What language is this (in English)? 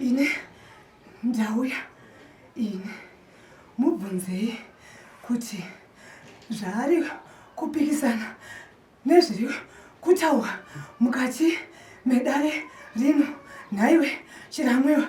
Shona